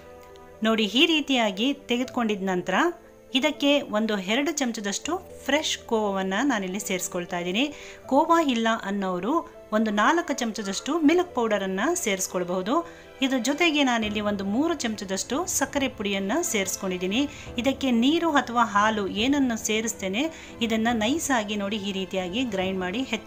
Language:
Kannada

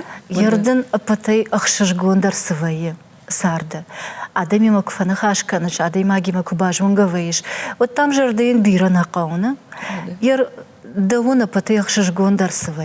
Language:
Ossetic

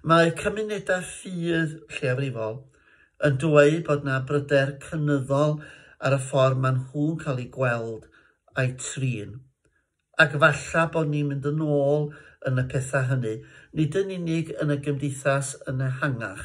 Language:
Welsh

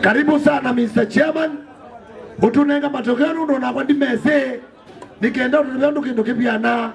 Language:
Kamba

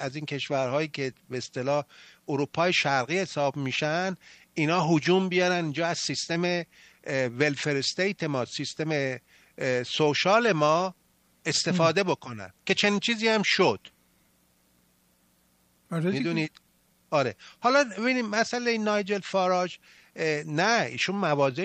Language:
Persian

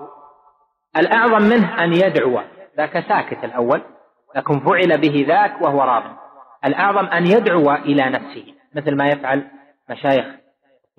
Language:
Arabic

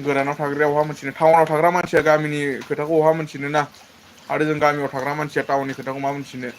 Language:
Bodo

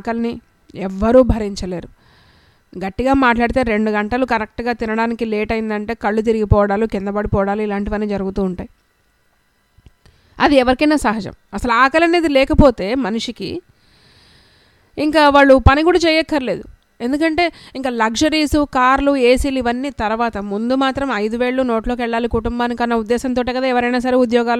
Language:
Telugu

